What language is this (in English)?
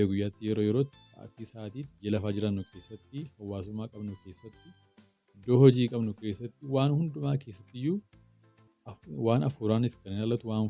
Oromo